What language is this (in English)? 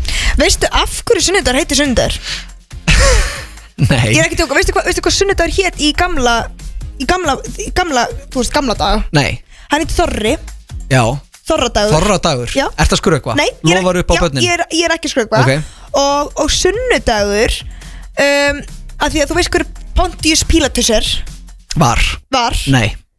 Icelandic